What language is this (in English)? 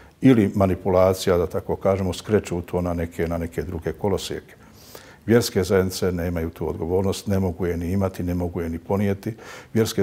Bosnian